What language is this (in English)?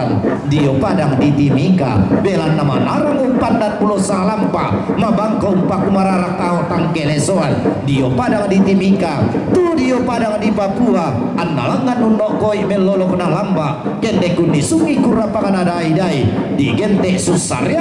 Toraja-Sa'dan